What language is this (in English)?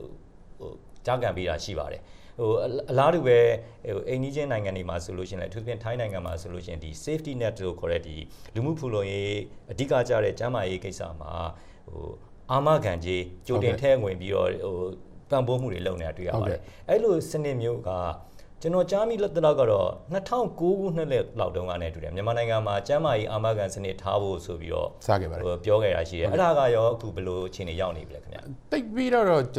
Burmese